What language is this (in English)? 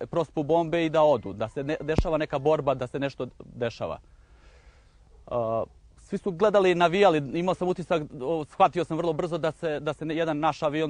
Serbian